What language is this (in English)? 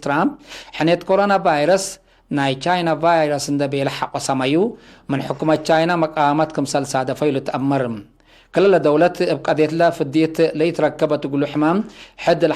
Tigre